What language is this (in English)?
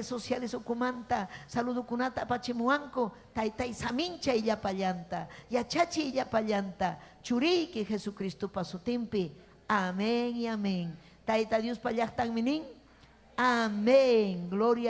Ayacucho Quechua